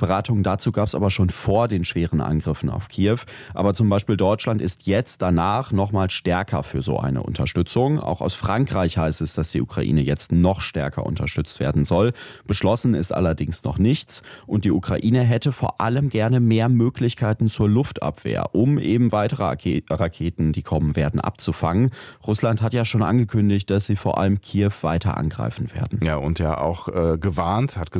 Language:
German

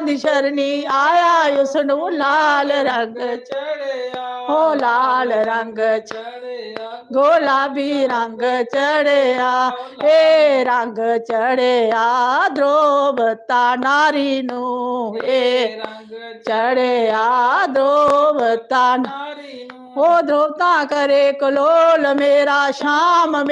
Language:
Dogri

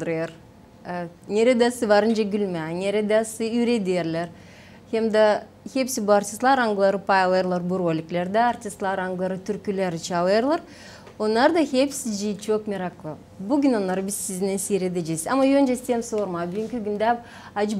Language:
Gagauz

